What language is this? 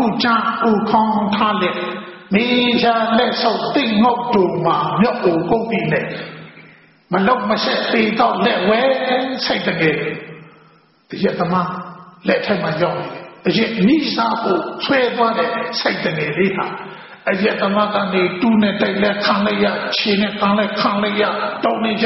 Burmese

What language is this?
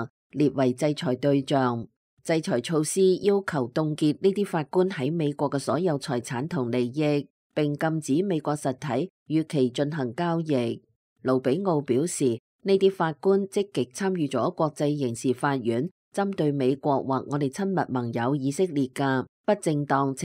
Cantonese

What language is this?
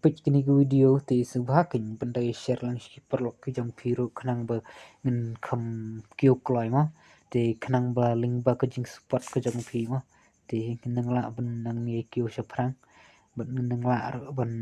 Khasi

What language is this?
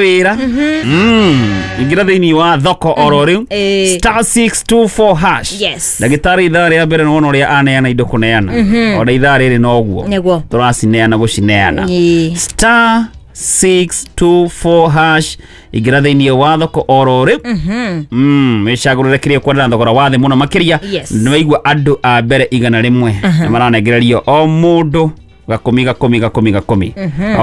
Kikuyu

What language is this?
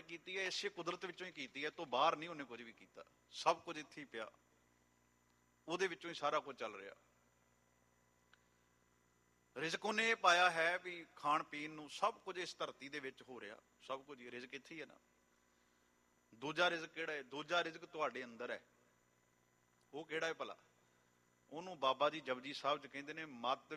Punjabi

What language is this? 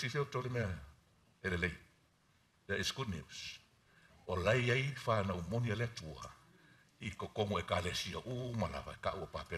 Samoan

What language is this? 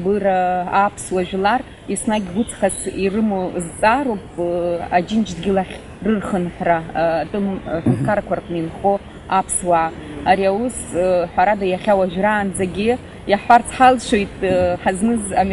Abkhazian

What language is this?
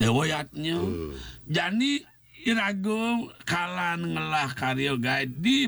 Balinese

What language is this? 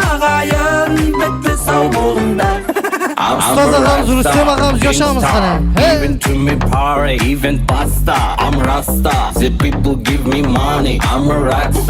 Kara-Kalpak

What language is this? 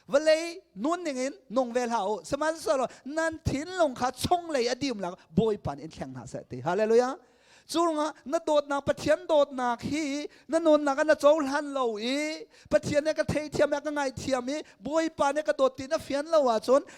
Hakha Chin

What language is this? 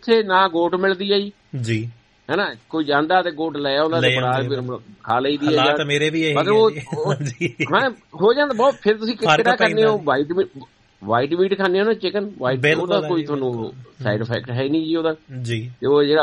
Punjabi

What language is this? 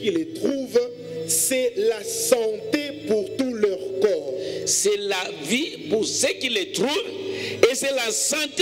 French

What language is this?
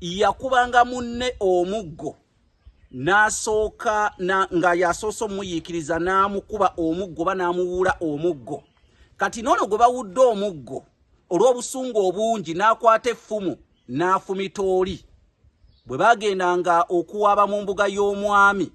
Ganda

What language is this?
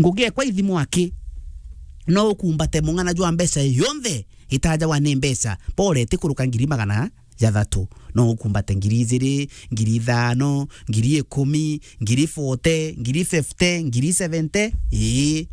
Meru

